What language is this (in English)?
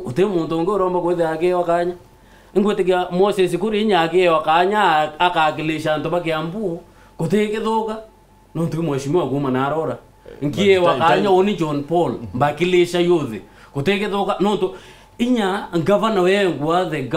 Meru